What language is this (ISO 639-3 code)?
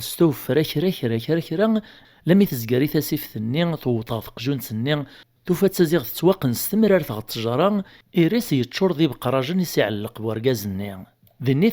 kab